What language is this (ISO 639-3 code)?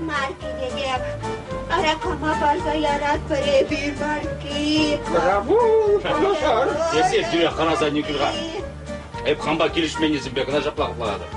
chv